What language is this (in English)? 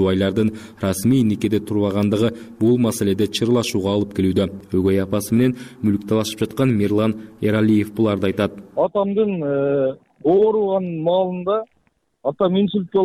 Kyrgyz